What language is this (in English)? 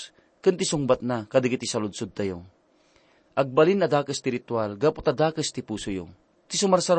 Iloko